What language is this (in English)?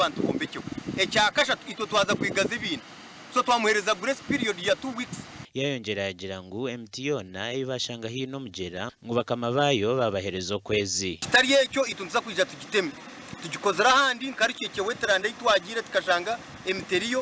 Nyankole